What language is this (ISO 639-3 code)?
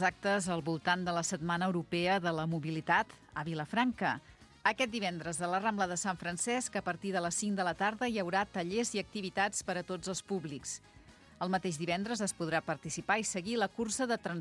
cat